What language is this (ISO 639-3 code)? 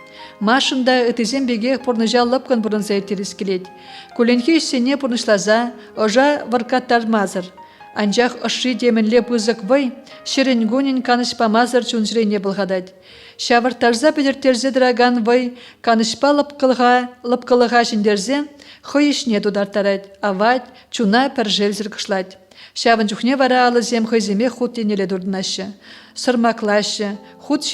chv